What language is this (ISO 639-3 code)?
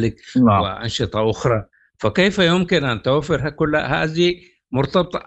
apd